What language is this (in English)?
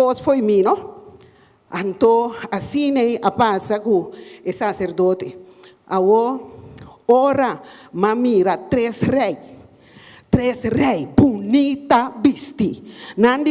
Papiamento